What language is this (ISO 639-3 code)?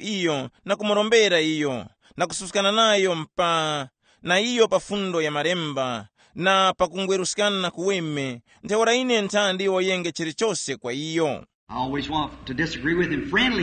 tum